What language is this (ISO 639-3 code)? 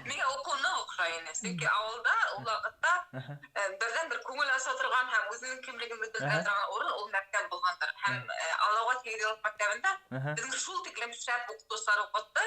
bak